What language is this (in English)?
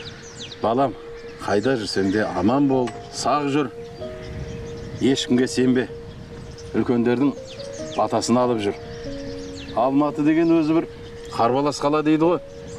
Kazakh